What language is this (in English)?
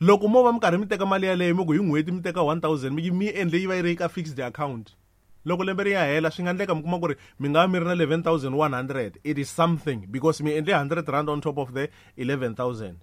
Tsonga